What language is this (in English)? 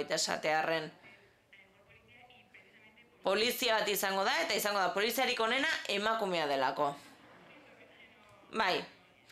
Basque